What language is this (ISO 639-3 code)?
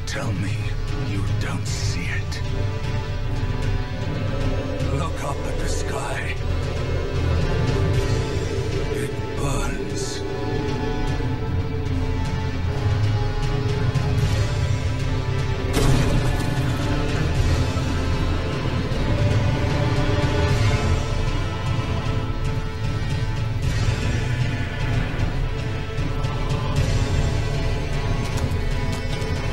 deu